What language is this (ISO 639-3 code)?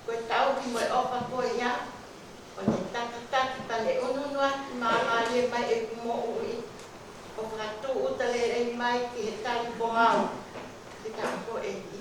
ton